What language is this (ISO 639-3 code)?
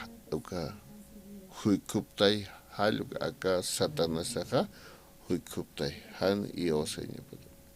aym